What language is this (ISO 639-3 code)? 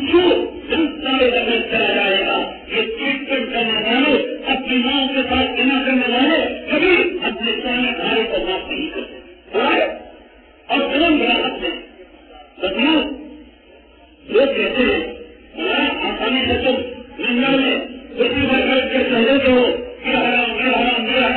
urd